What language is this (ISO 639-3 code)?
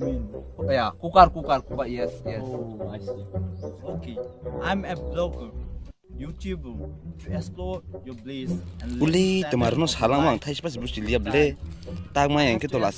trp